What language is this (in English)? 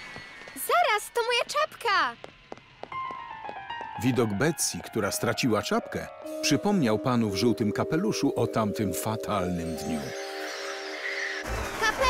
Polish